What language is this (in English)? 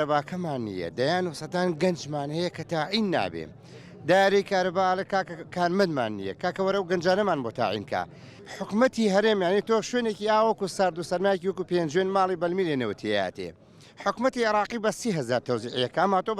Central Kurdish